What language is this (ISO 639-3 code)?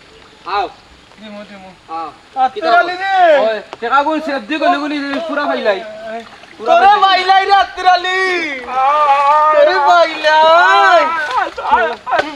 syl